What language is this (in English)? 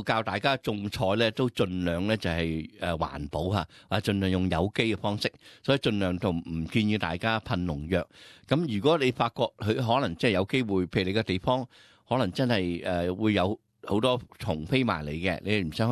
Cantonese